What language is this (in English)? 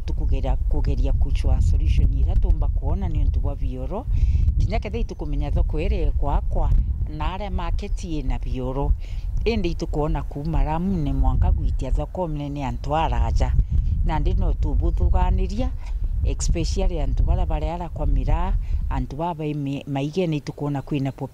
Meru